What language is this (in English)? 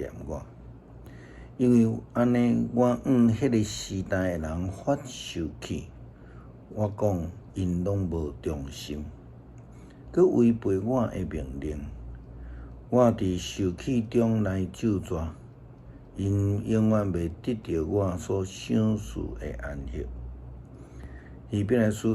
Min Nan Chinese